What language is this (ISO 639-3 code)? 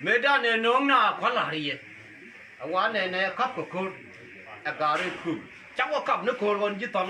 nus